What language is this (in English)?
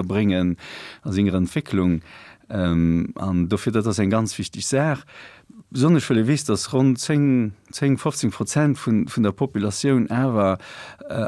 Luxembourgish